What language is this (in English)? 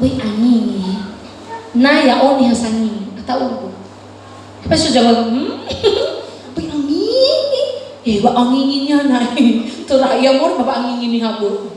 Nias